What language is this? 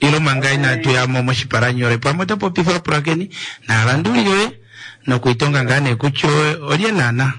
Kuanyama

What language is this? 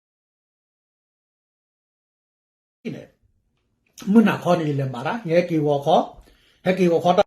S'gaw Karen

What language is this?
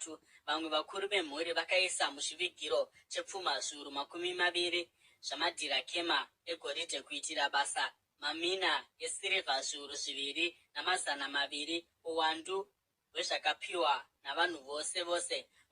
Shona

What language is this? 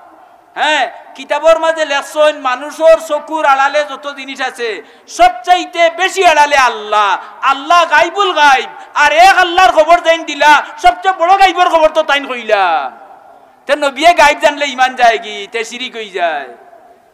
Sylheti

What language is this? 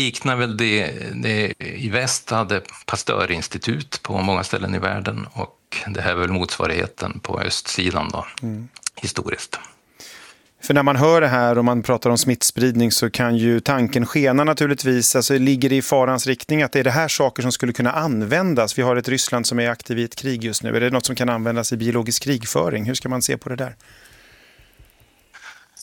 Swedish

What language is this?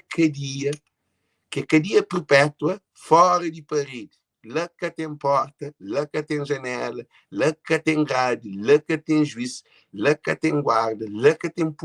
Kabuverdianu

